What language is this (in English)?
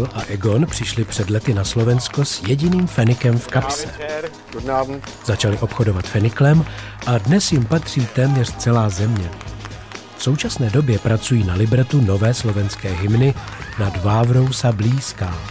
Czech